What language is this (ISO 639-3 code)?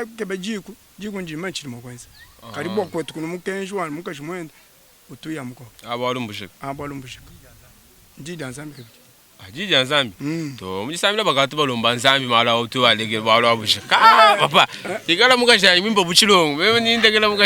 lua